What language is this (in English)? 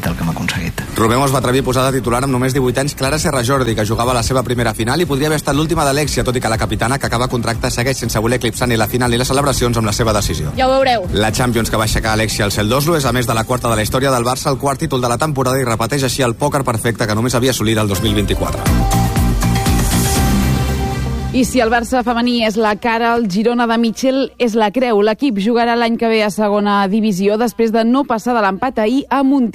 Catalan